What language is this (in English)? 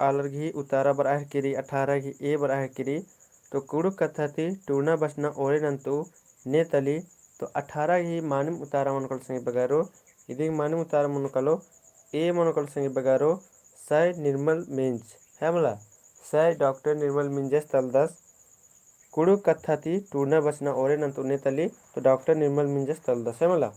Kurukh